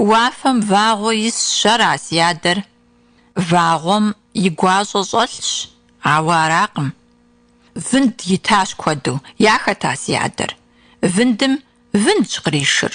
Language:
Kabardian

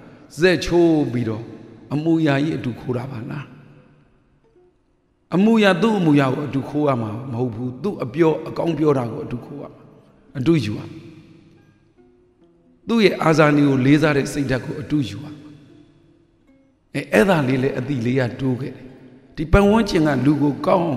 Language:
Burmese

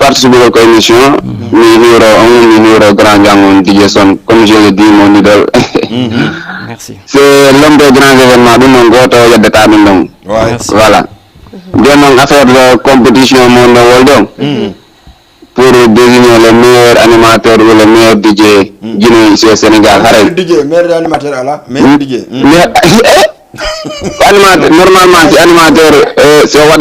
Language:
Fula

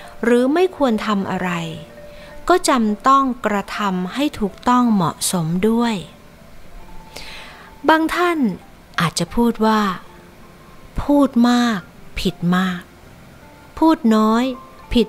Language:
Thai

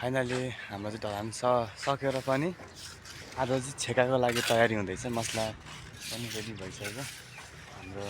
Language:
Nepali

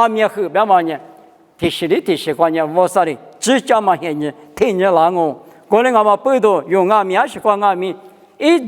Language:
Lisu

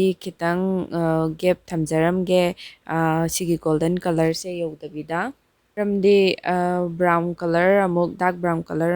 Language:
Manipuri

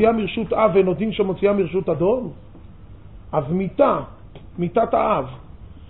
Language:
Hebrew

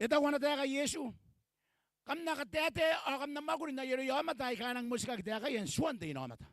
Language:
Gilbertese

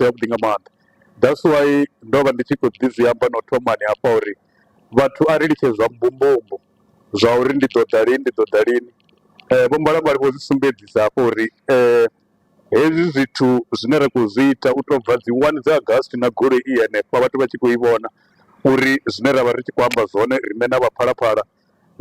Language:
Venda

